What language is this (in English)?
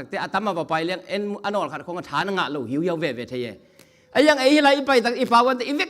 Tedim Chin